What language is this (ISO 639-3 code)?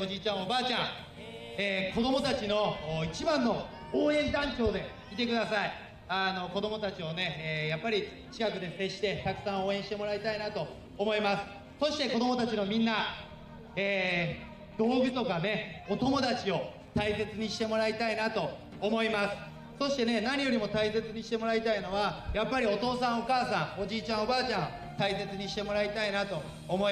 jpn